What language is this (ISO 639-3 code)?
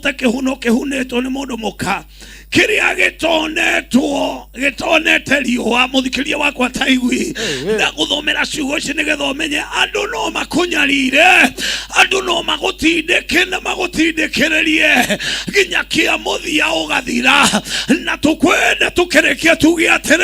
kik